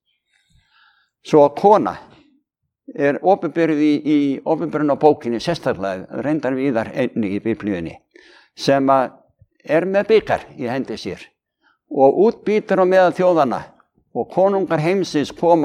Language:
Icelandic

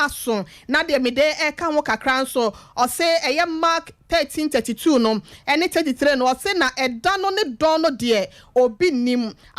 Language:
Akan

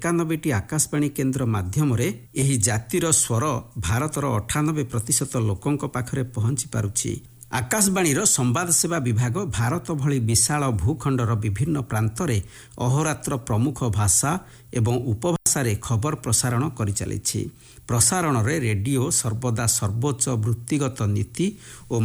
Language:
Odia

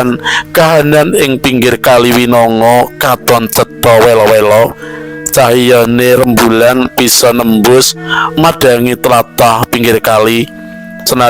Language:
Javanese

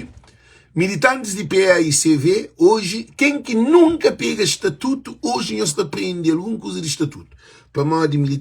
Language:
Kabuverdianu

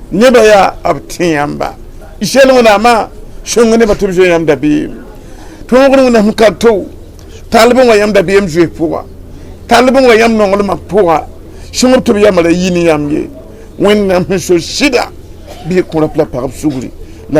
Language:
Mossi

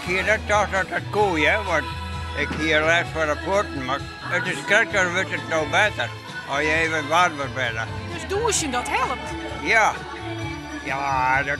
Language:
Western Frisian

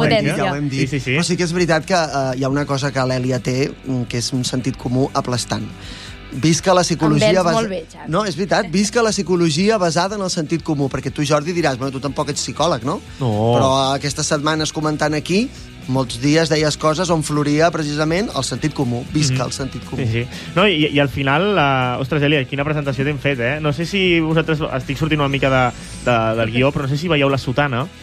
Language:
Catalan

